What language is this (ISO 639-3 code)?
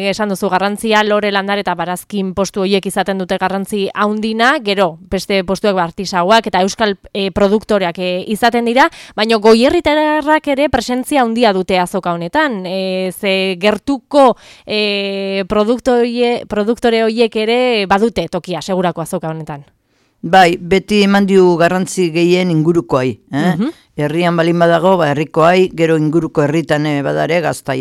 eus